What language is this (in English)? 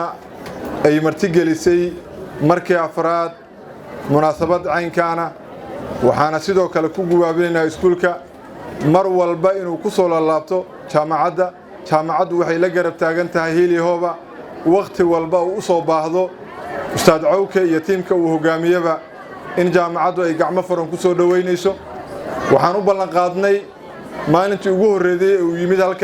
Somali